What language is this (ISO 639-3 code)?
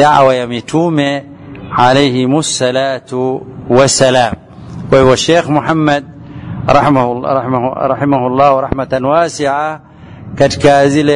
swa